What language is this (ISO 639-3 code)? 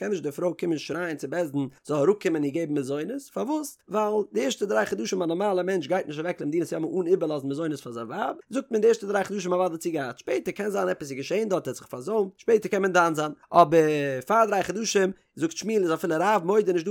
yid